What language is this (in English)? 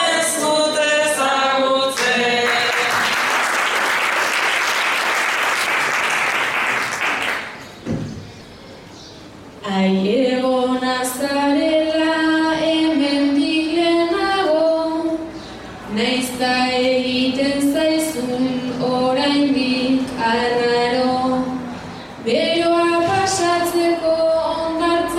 Basque